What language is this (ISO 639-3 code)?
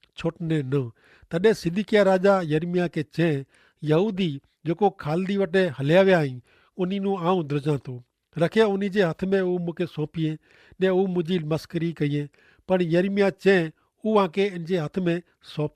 kfr